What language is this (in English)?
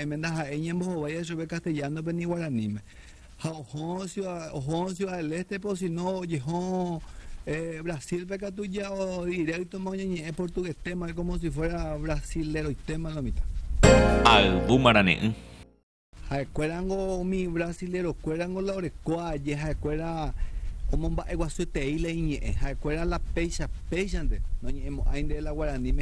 Guarani